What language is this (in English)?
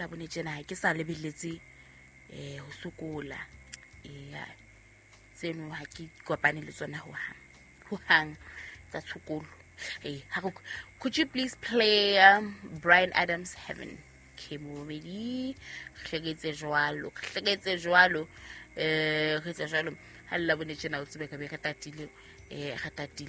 Southern Sotho